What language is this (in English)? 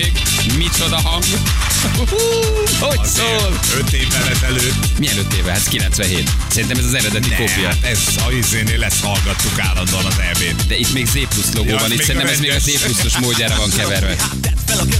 Hungarian